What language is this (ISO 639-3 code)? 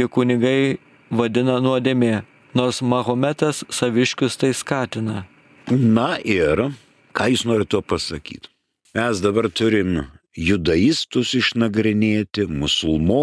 lit